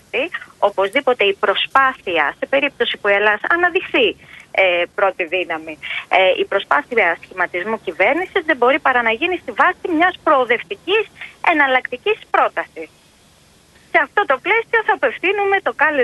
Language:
Greek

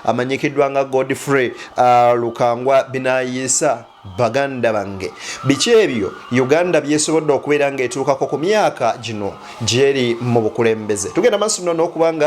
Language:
Ganda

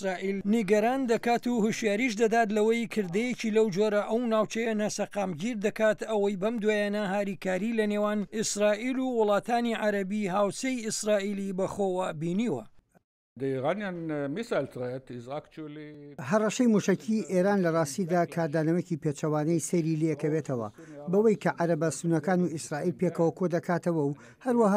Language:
Central Kurdish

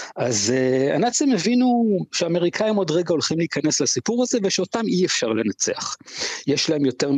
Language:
Hebrew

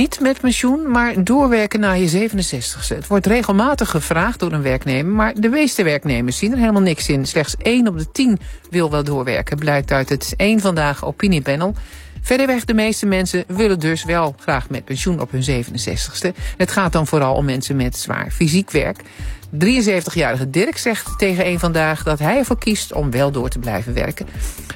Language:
Dutch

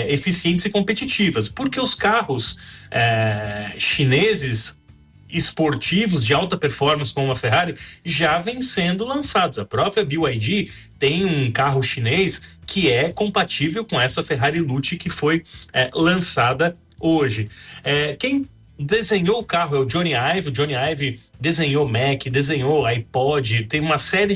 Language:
Portuguese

